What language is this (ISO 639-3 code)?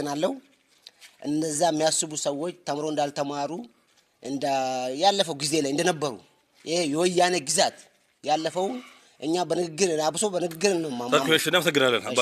amh